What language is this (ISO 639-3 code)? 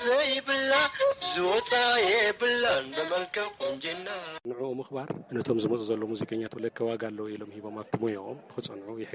tir